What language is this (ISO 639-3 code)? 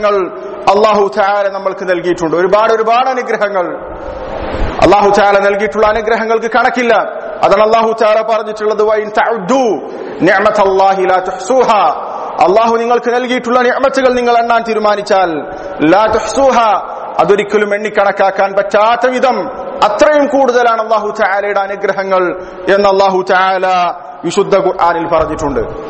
mal